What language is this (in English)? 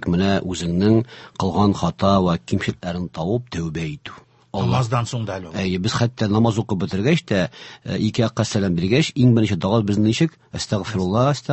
Tatar